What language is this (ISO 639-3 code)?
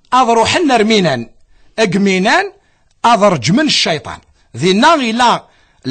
kab